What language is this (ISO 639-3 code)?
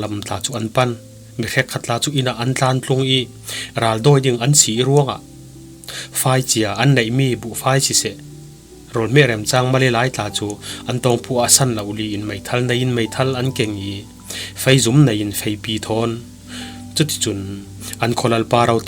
cfm